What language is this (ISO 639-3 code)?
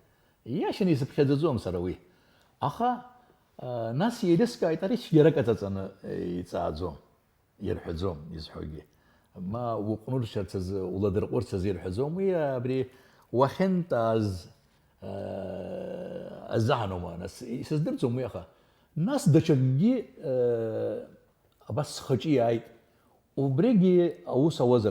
abk